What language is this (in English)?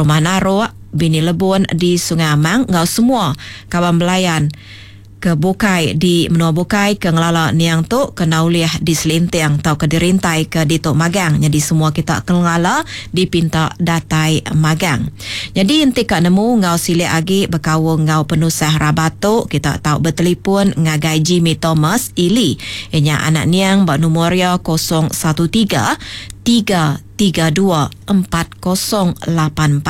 Iban